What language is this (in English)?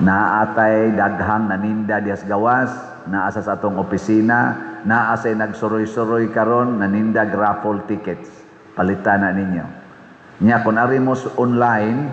Cebuano